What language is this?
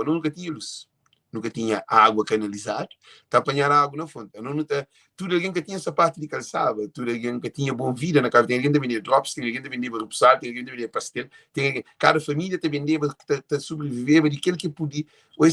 Kabuverdianu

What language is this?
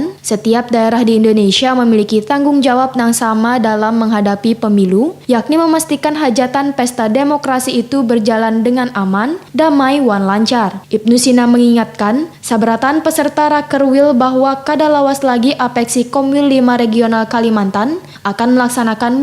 Banjar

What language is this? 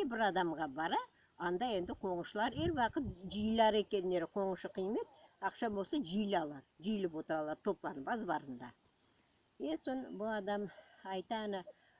Crimean Tatar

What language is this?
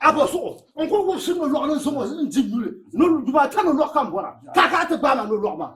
Dagbani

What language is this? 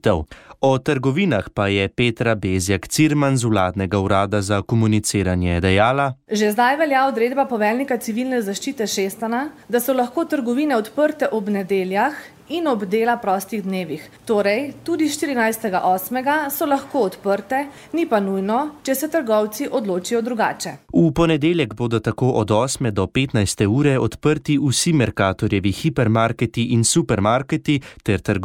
Slovenian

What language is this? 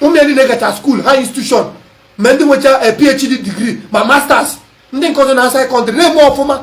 Igbo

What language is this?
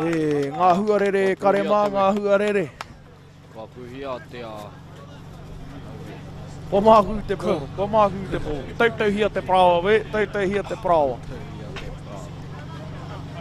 Māori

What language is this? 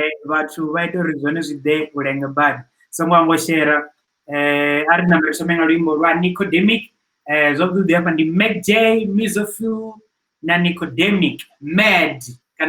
Venda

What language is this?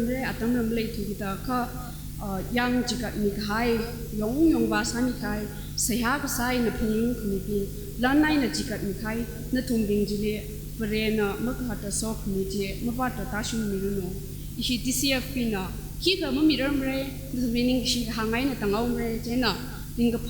Tangkhul Naga (India)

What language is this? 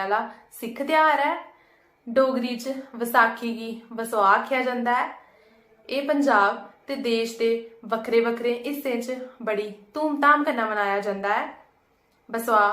Dogri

